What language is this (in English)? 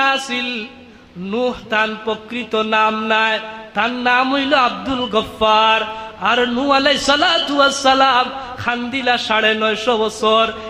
Sylheti